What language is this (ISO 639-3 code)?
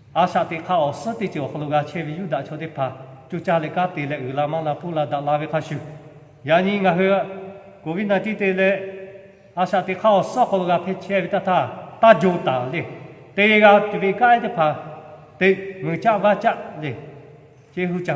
lhu